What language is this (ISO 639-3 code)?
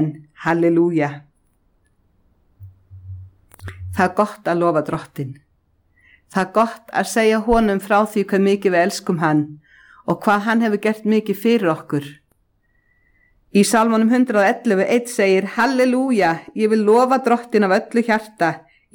isl